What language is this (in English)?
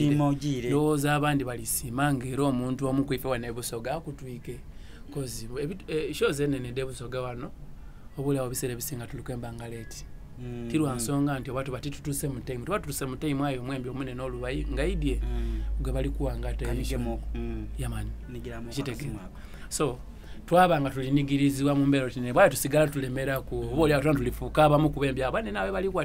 Soga